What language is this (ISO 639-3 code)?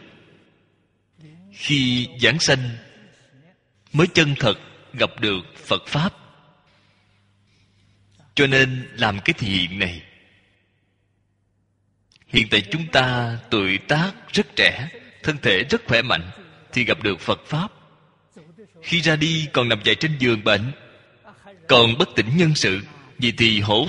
vie